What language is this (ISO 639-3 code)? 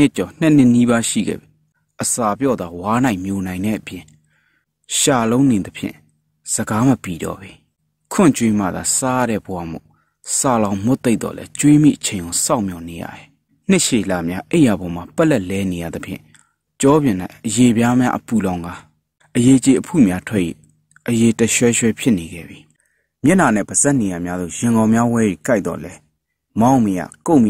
mya